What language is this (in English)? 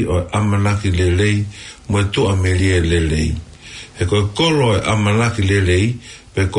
Tongan